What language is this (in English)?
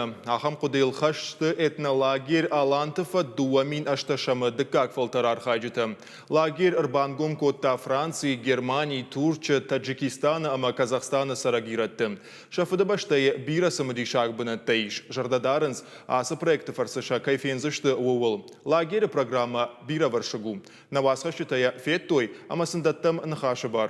Ossetic